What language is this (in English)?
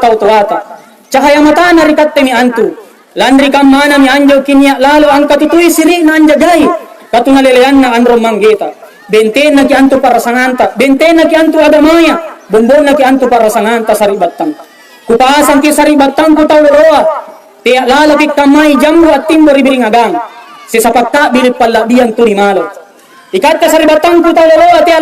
Makasar